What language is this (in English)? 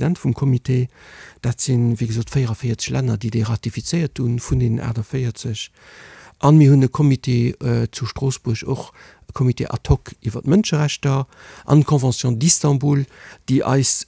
Luxembourgish